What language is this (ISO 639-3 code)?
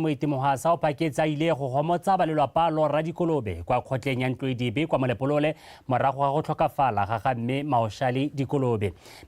tsn